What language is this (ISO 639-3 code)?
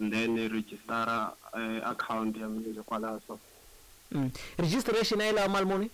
tso